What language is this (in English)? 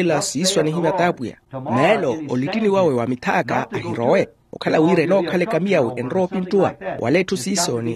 Makhuwa